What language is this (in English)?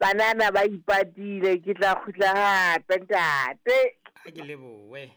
Southern Sotho